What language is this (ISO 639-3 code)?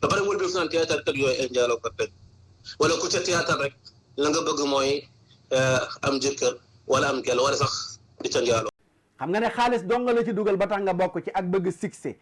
wol